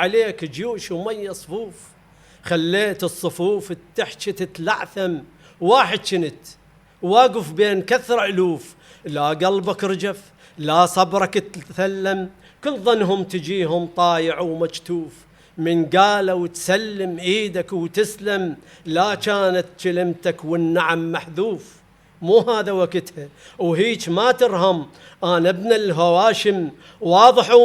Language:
Mesopotamian Arabic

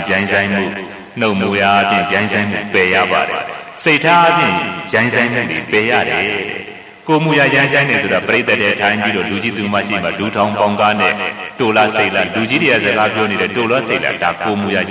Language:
Burmese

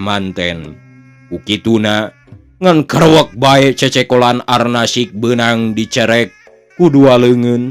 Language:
Sundanese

